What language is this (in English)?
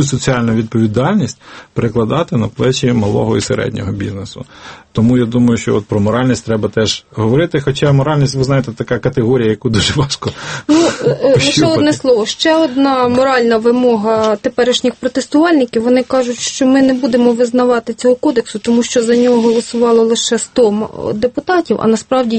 Ukrainian